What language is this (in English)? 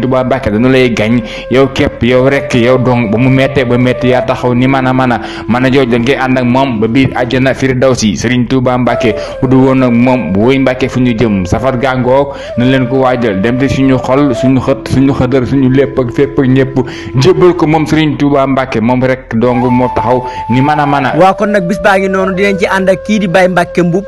Wolof